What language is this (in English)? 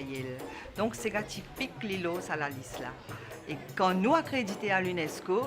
Morisyen